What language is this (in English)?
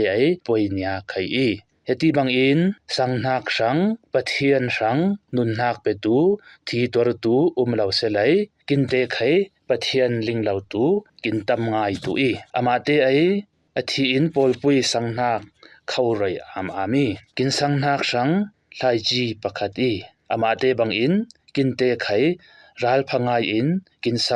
Falam Chin